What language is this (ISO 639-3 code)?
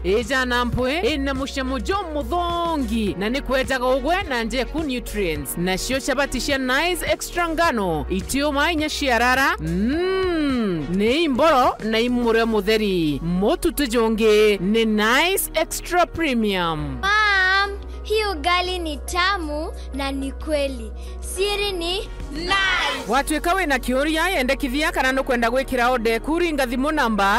mer